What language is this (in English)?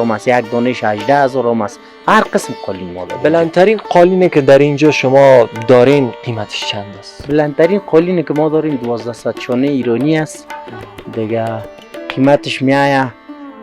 Persian